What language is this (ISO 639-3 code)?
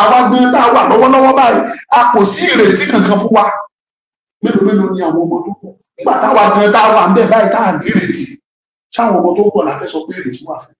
yor